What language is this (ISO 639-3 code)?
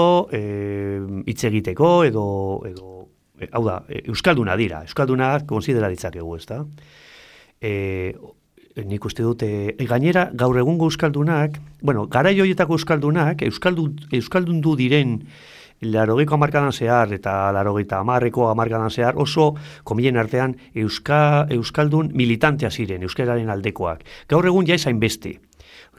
eus